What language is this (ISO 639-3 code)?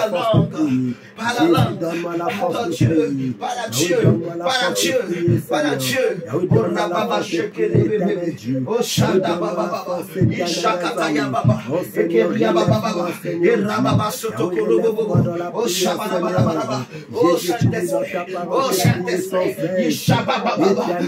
fra